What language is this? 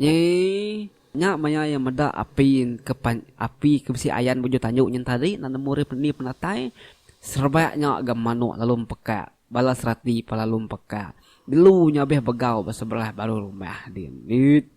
Iban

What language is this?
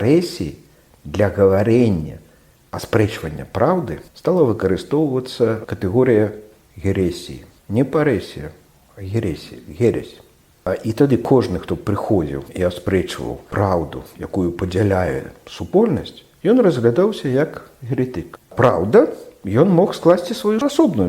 Belarusian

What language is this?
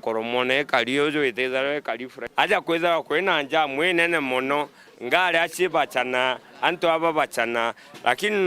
Meru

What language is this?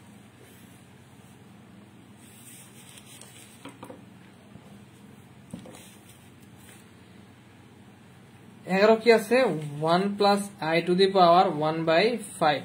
Bangla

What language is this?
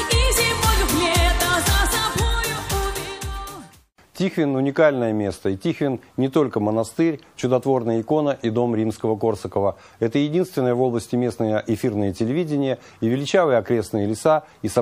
Russian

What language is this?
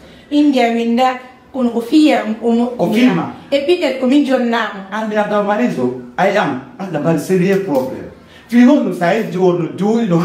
Fula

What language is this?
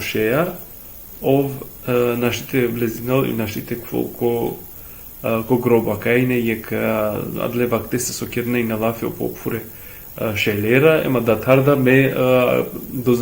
Balkan Romani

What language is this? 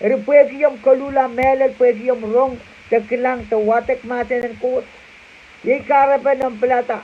Pohnpeian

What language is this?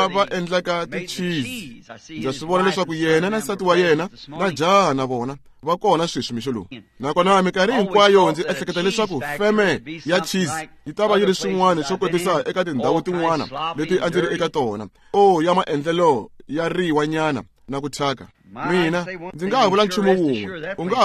Tsonga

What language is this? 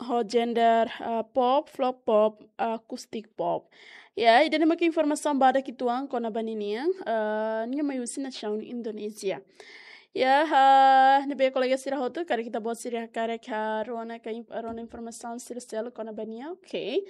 Tetum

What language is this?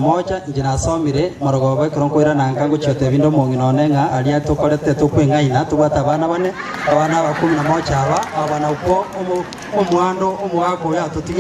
Gusii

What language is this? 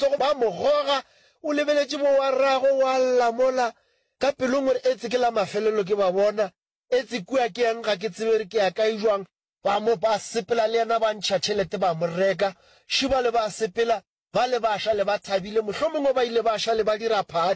Northern Sotho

